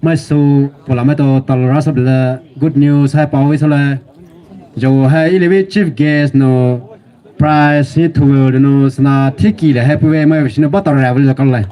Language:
Poumei Naga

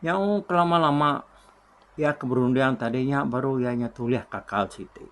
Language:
Iban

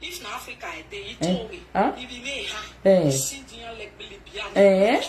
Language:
Nigerian Pidgin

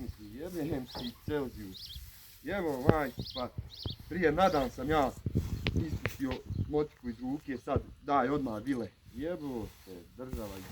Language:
Bosnian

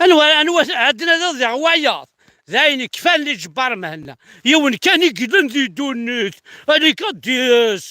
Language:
Kabyle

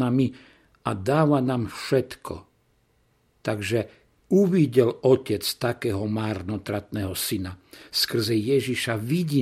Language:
Slovak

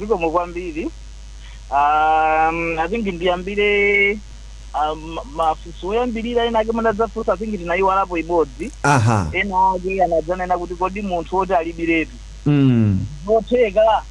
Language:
Nyanja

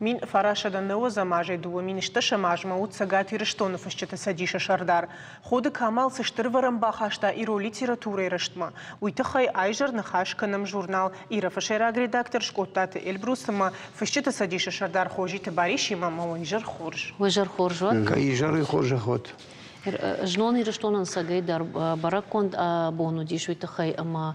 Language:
Ossetic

